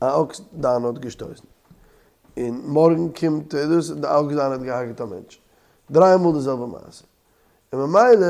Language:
Yiddish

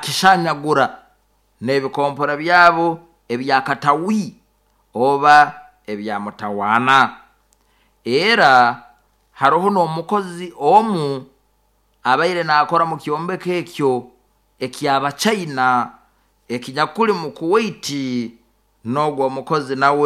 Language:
Nyoro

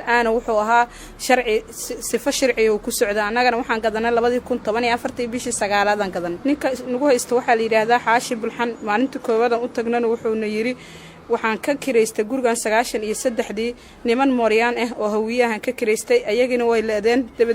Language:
Somali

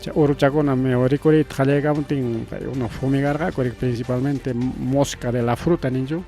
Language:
Ayacucho Quechua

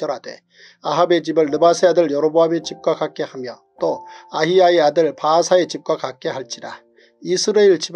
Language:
Korean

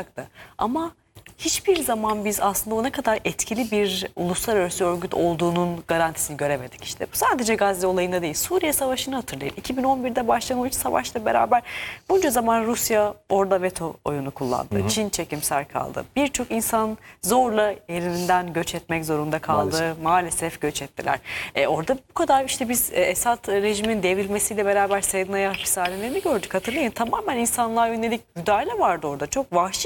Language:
Turkish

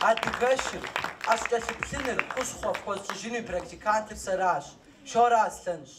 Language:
Kabardian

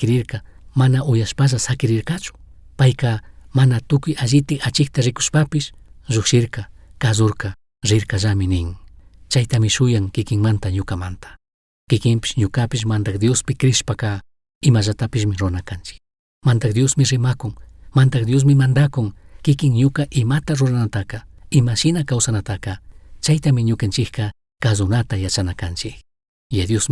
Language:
Chimborazo Highland Quichua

